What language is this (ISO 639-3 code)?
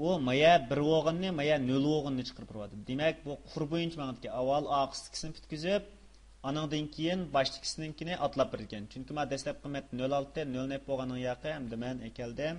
uig